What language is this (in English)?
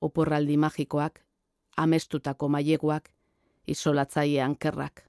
Basque